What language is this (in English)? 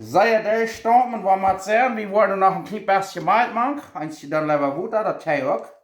Plautdietsch